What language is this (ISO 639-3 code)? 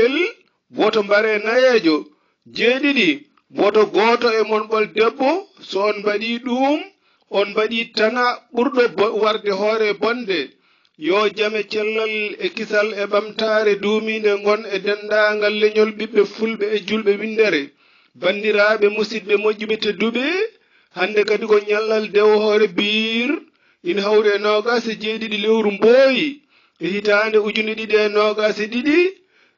ful